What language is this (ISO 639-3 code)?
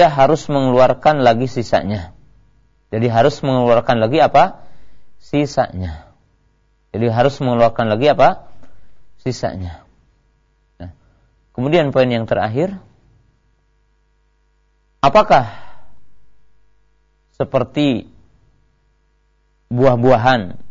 ind